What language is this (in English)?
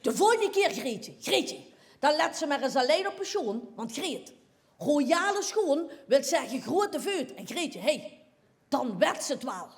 Limburgish